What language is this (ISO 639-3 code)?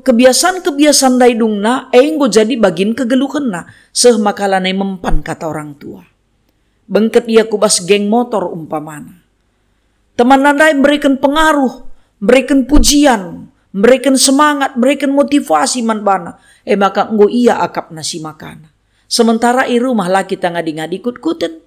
btx